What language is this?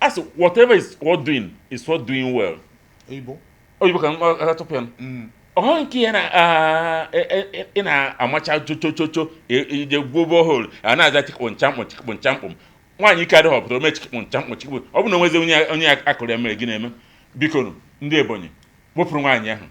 Igbo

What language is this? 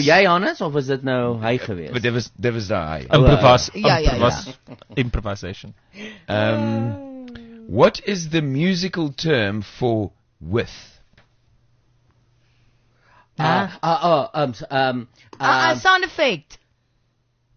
Afrikaans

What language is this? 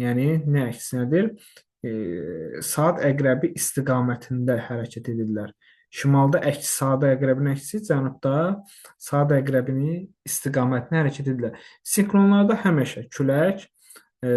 Azerbaijani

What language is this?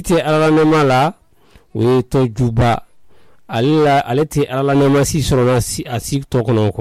Mandingo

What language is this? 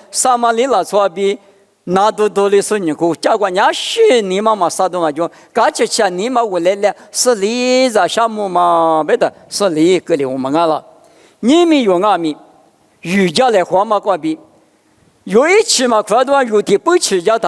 Lisu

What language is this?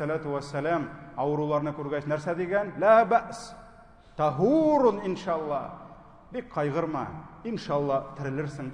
Tatar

